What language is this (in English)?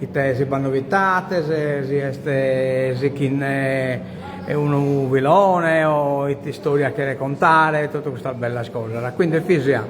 Sardinian